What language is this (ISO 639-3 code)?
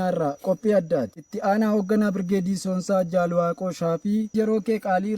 orm